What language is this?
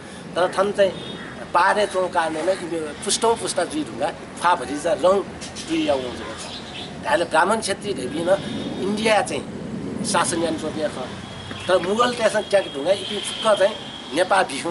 Newari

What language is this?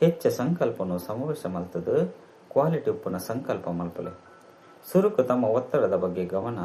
Tulu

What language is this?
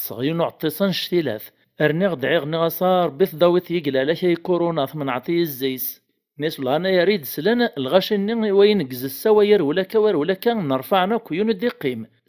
Kabyle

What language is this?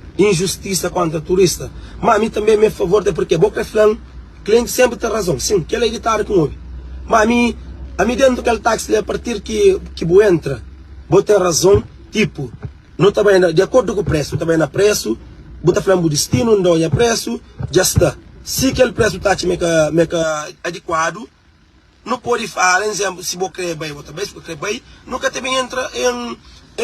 Kabuverdianu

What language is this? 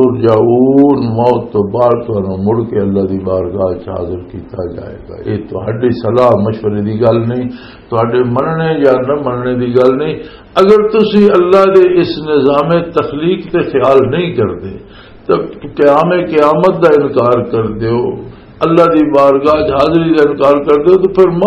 Western Panjabi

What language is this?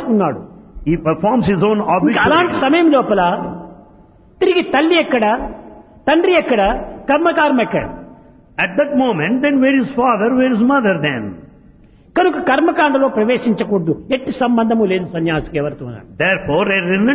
Telugu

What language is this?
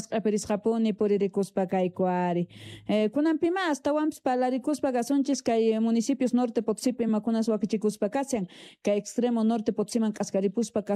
South Bolivian Quechua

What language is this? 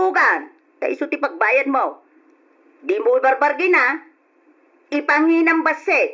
Iloko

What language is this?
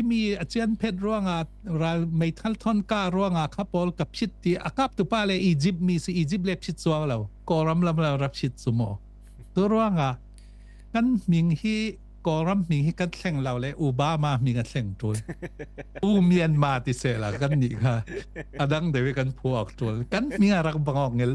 Falam Chin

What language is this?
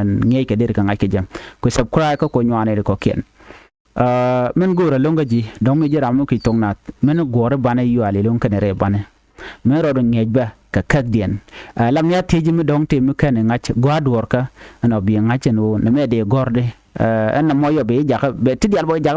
Nuer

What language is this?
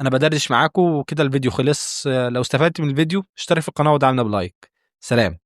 Egyptian Arabic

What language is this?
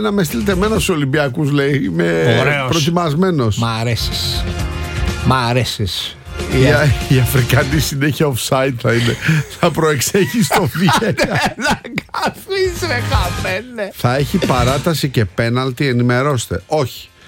Greek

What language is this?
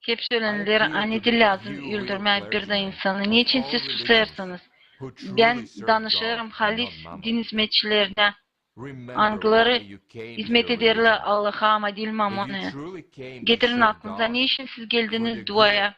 Gagauz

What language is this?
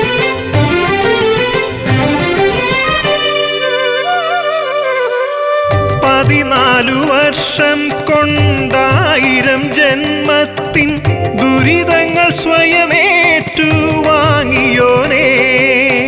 Malayalam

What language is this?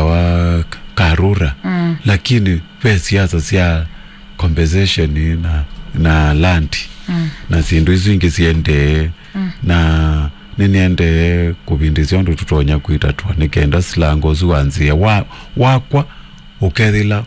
Kamba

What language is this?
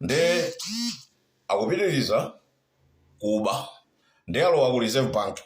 Nyanja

